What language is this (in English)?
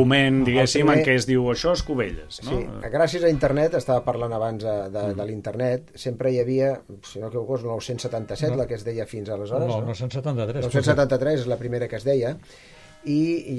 Catalan